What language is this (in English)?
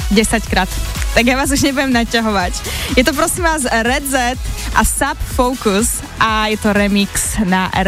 Slovak